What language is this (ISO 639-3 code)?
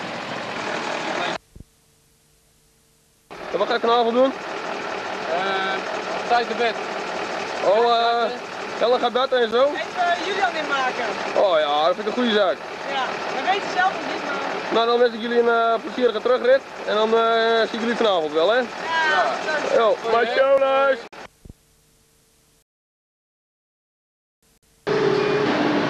nld